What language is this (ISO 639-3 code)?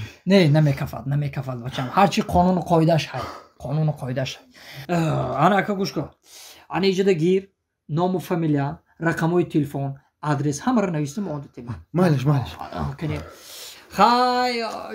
tgk